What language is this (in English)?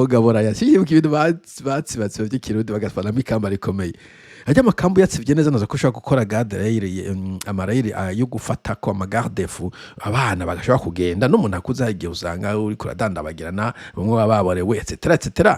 Rundi